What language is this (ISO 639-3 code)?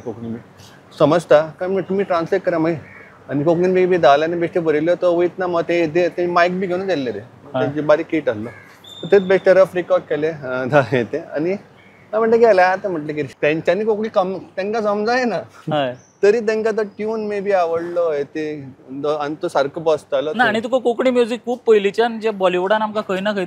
kok